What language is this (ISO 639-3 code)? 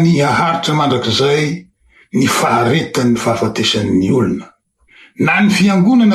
mlg